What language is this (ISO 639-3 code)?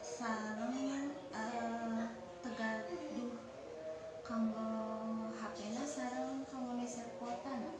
sun